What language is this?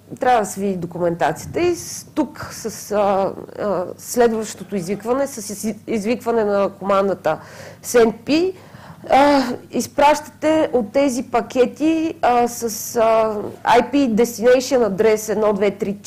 Bulgarian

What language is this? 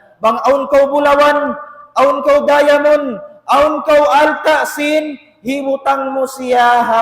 Tausug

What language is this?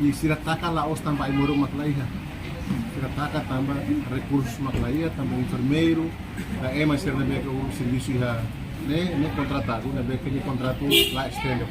Tetum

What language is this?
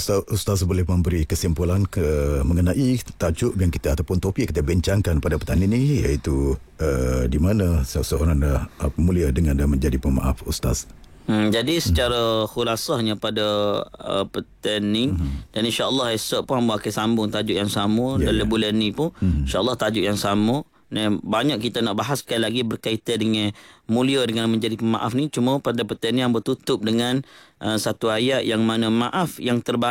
Malay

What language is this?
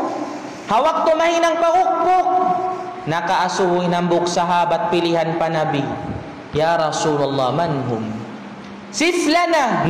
Tausug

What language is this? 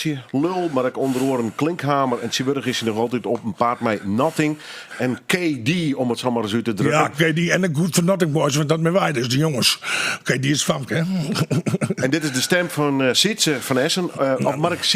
Western Frisian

